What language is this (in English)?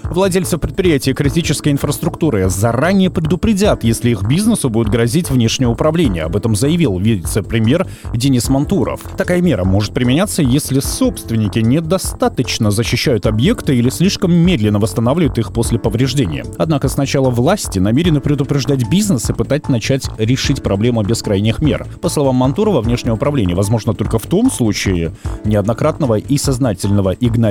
Russian